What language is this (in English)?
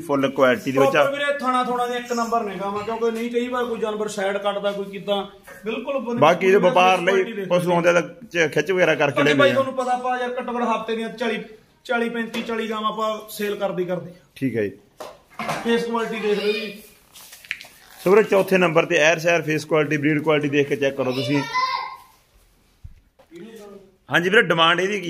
Punjabi